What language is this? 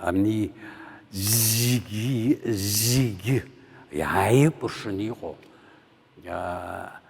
Abkhazian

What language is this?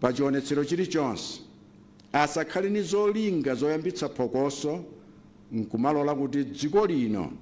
Nyanja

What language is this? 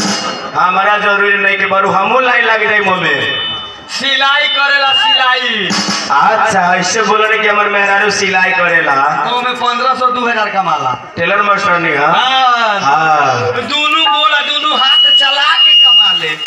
Bhojpuri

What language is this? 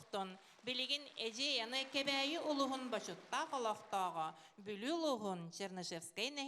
Yakut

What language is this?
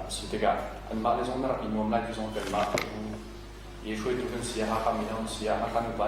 Hakha Chin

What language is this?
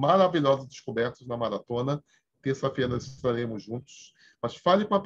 Portuguese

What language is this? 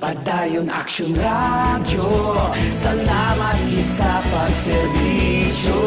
Hiligaynon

